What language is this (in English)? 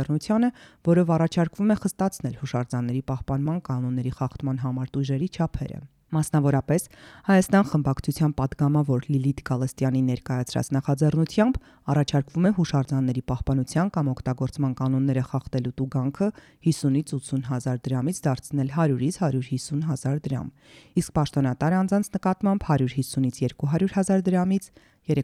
Armenian